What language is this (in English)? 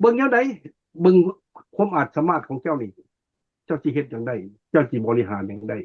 Lao